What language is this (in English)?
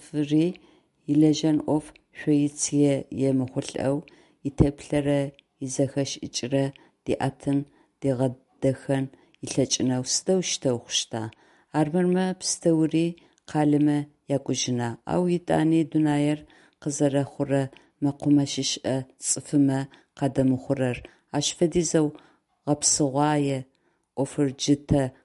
Adyghe